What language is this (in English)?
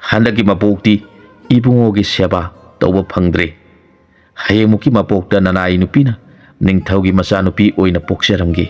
Manipuri